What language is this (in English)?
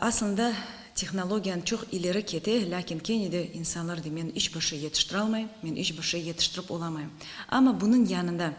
Crimean Tatar